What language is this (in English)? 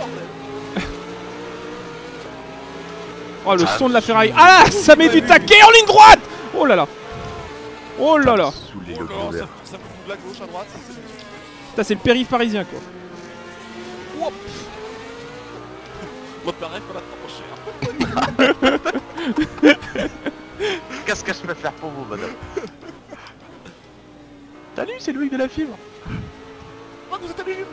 French